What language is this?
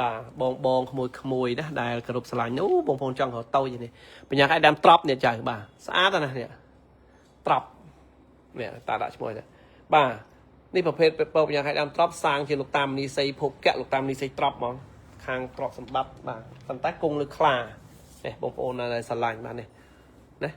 Khmer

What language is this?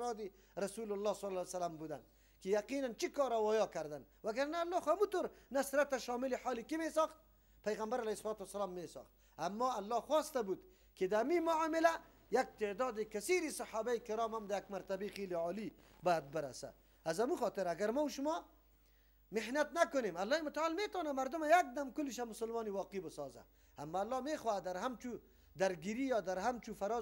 Persian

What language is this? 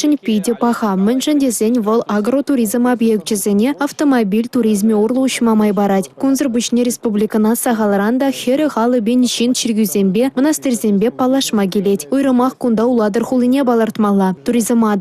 Chuvash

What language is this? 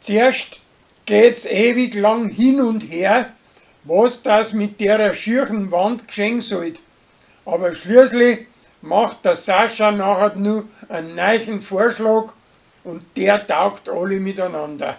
Bavarian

